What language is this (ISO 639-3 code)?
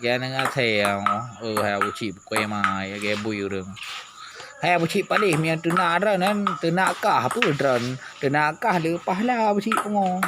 ace